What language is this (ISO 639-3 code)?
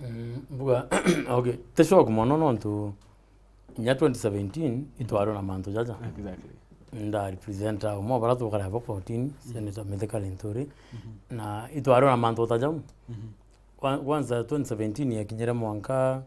mer